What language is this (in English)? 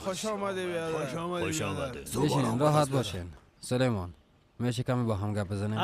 Persian